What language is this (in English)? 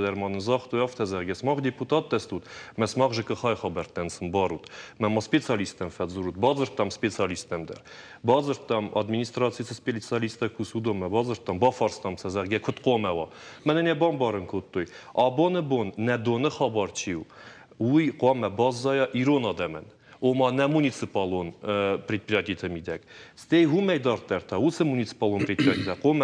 Ossetic